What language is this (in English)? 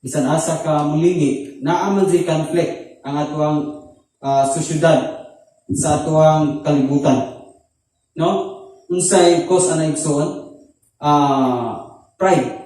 Cebuano